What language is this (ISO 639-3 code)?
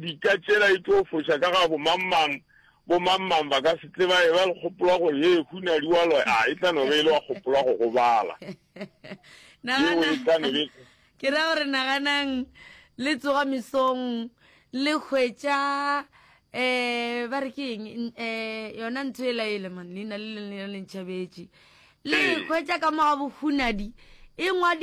nso